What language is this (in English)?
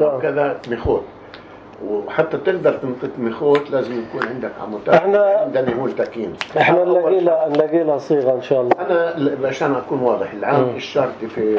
North Levantine Arabic